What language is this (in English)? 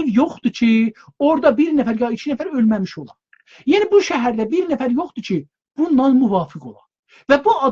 South Azerbaijani